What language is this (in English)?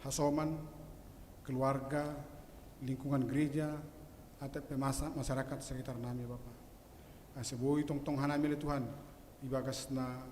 Batak Simalungun